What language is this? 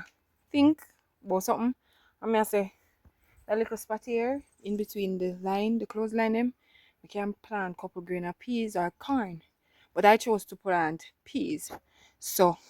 Jamaican Creole English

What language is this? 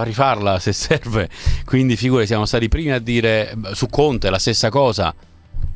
Italian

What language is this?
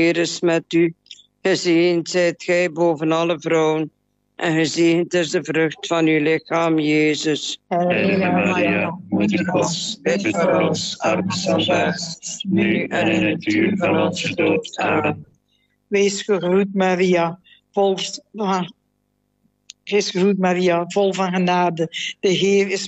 Dutch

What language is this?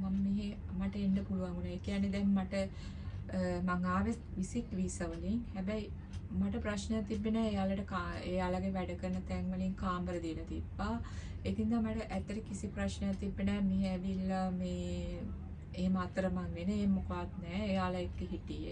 Sinhala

